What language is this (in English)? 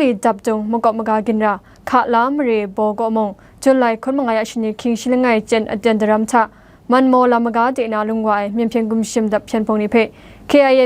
Kachin